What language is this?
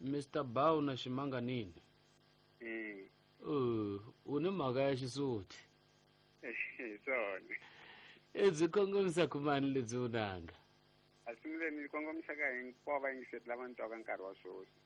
Tsonga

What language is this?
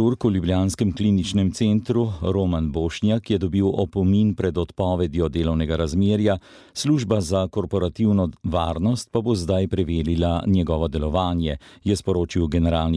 Slovenian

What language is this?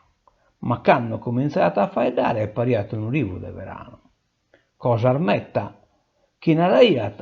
Sardinian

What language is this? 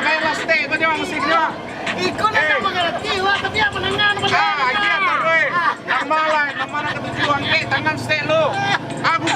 Minangkabau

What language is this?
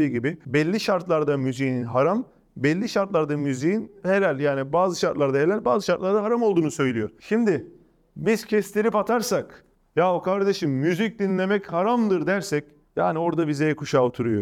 Turkish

